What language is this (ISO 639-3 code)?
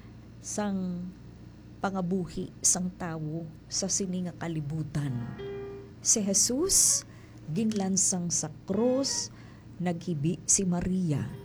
hil